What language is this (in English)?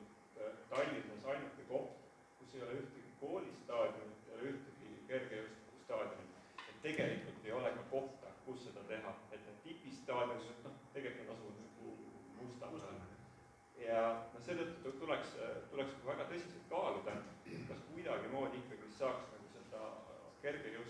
Estonian